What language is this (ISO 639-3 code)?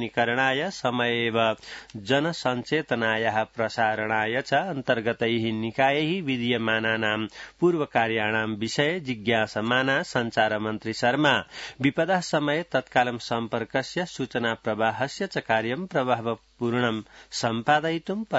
san